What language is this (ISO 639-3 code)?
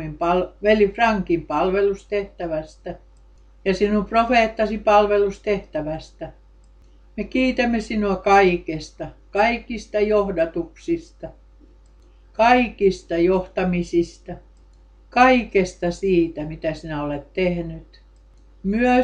fin